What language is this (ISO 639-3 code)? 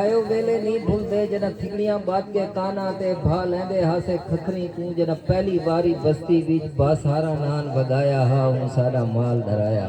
skr